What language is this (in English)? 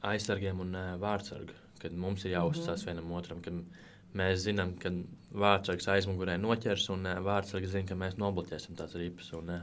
Latvian